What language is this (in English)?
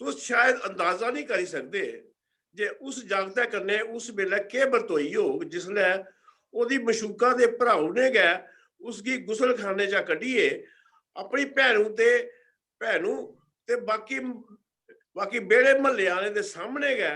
Dogri